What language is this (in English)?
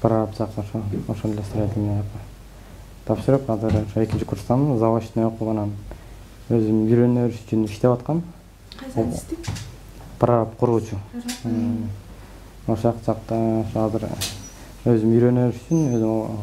Kyrgyz